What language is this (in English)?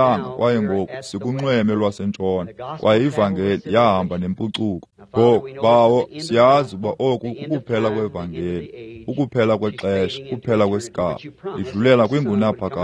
Xhosa